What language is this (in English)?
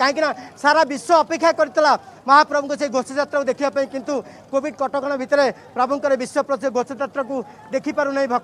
Odia